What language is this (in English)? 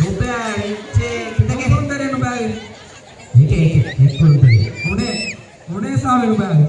Divehi